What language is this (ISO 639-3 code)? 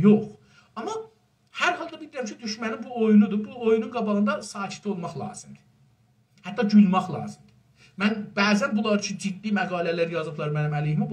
azb